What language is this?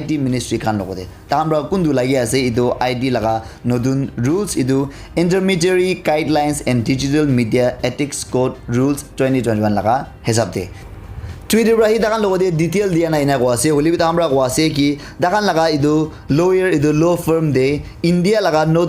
Naga Pidgin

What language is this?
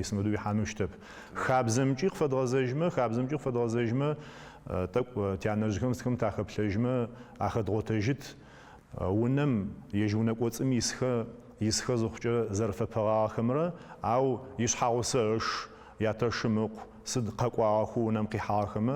Adyghe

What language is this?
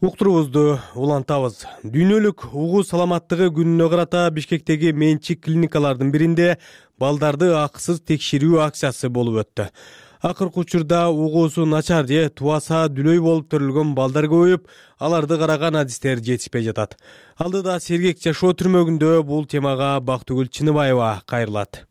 Kyrgyz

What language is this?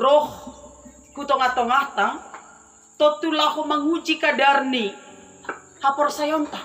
Batak Simalungun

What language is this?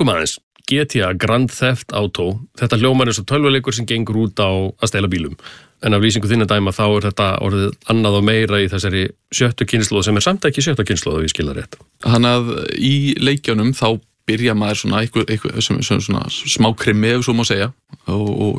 Icelandic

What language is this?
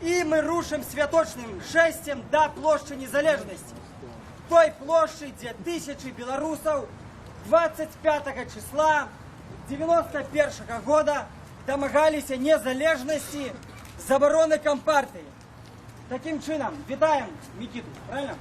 Belarusian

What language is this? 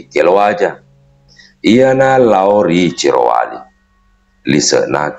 Buginese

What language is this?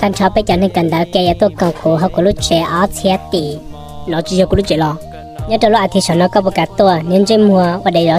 Hmong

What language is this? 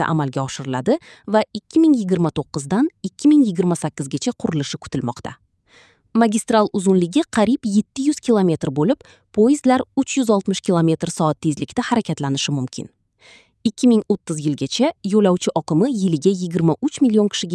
Uzbek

